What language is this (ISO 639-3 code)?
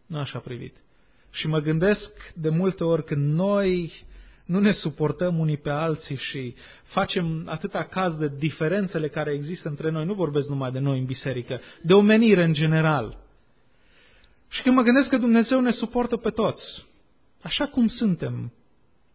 ron